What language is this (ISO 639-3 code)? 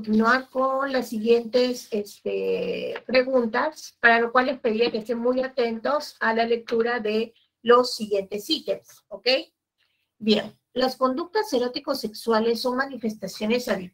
spa